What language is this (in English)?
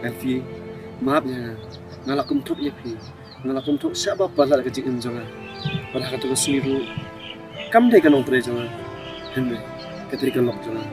Khasi